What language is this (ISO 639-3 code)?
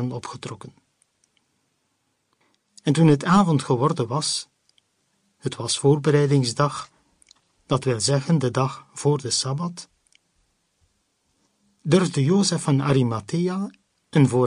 nld